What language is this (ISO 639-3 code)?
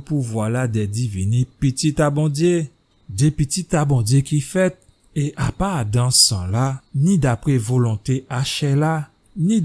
gcf